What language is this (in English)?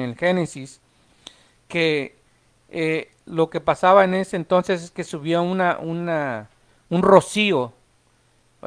Spanish